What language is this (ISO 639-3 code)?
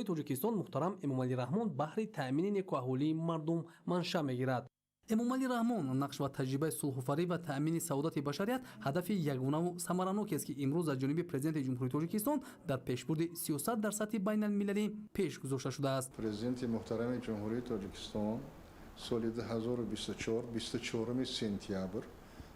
tgk